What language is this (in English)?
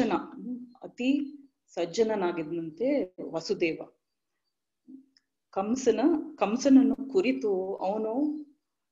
Kannada